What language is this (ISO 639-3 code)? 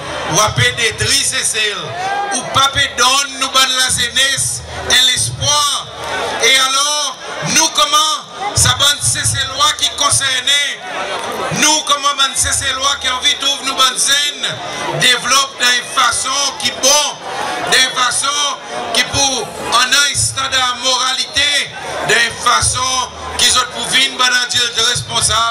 crs